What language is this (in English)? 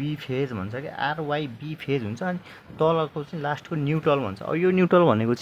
Nepali